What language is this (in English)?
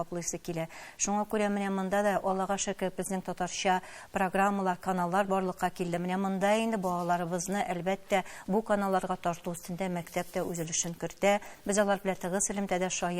Tatar